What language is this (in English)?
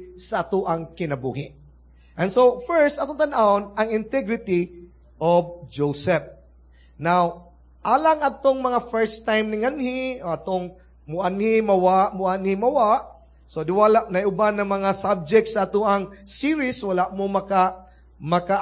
Cebuano